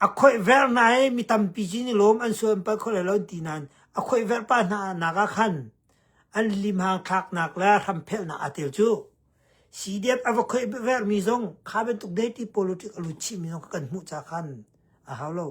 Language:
Hakha Chin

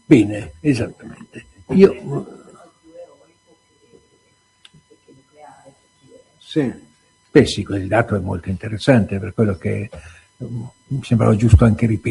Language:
Italian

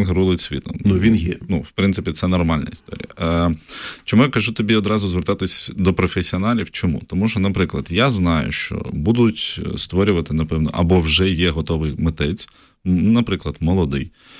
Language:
Ukrainian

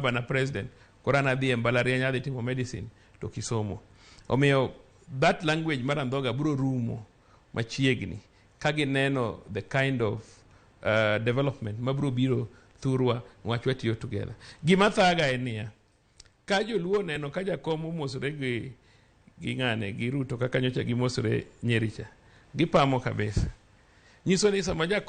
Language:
Luo (Kenya and Tanzania)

